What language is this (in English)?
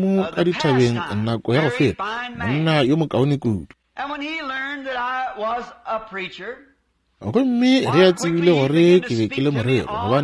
Northern Sotho